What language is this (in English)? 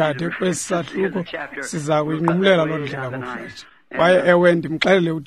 Xhosa